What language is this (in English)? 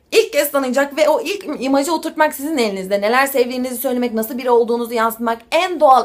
Turkish